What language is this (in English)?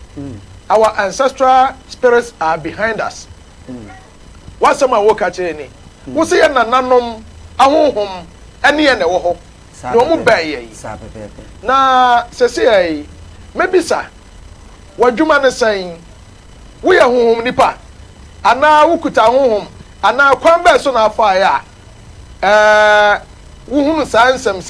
Akan